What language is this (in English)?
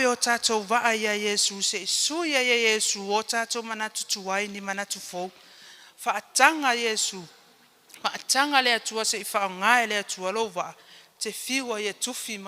Samoan